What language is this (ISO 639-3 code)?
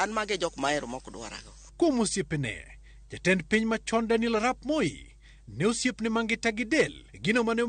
luo